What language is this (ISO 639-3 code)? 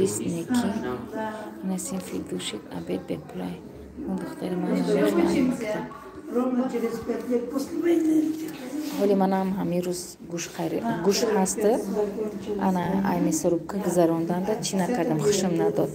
tgk